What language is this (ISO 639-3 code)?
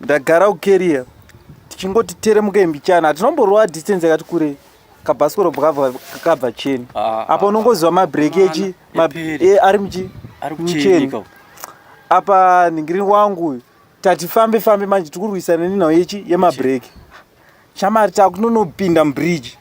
sna